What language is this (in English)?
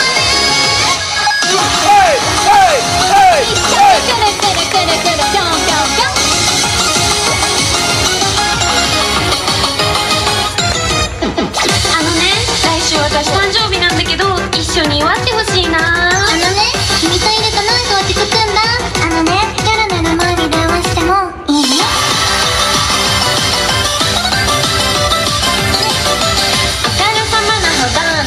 Japanese